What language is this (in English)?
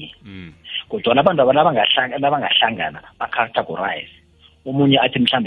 South Ndebele